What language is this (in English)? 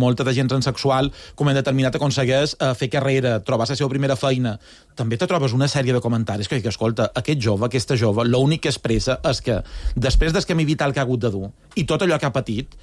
Catalan